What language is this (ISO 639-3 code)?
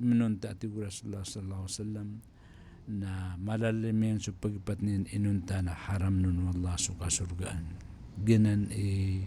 mrw